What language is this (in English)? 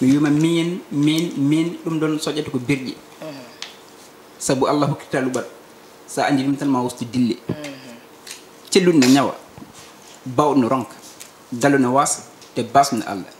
Fula